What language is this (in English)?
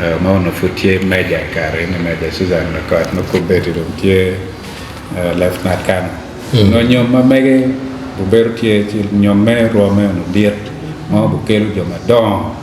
Acoli